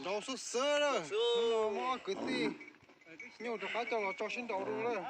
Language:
Hmong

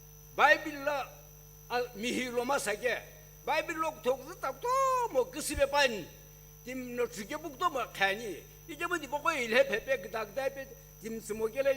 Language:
Sumi Naga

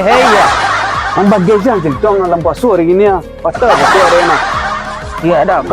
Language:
Minangkabau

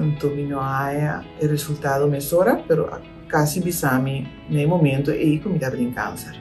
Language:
Papiamento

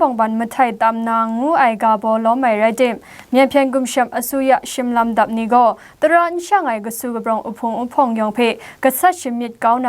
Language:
Kachin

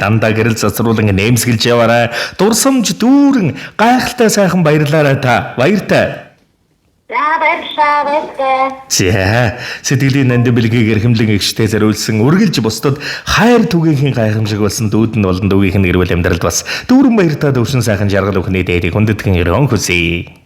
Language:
Mongolian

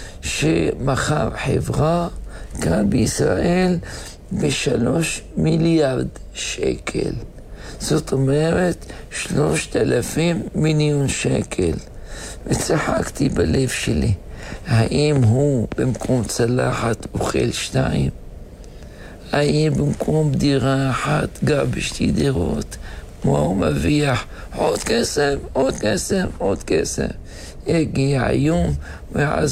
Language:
Hebrew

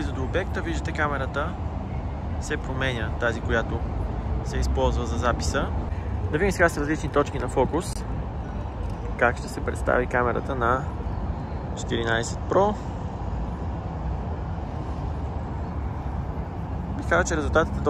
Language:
Bulgarian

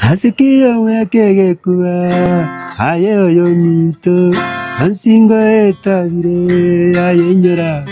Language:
Gusii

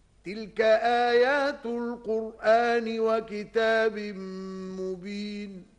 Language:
Arabic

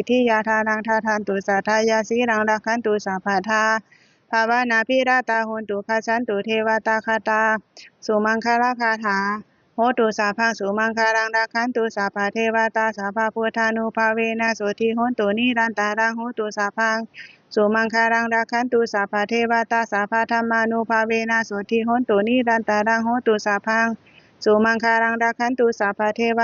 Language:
Pali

